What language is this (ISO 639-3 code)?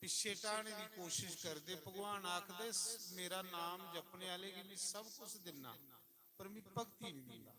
doi